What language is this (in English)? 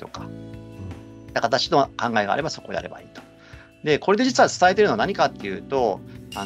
Japanese